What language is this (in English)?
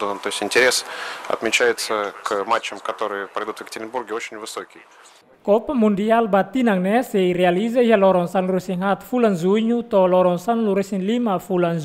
Tetum